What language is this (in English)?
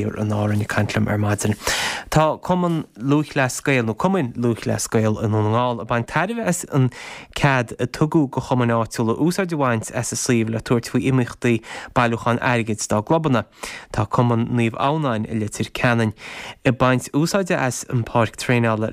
Irish